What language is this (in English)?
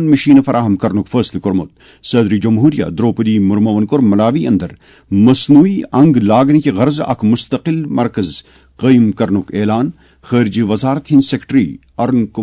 Kashmiri